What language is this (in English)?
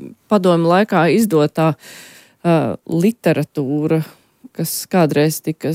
Latvian